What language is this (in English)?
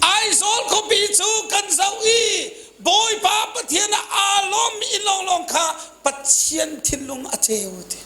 Hakha Chin